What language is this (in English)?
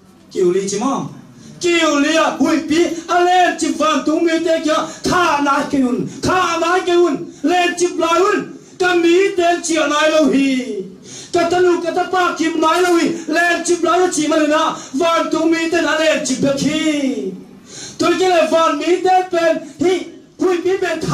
Tedim Chin